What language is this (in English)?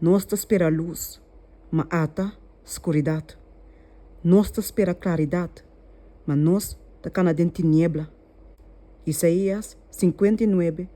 Papiamento